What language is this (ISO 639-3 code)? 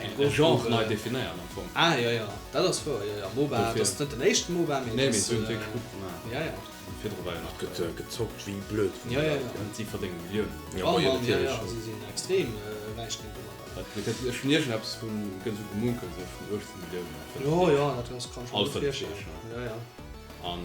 ltz